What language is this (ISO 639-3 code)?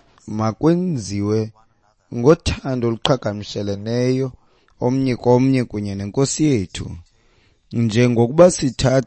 xho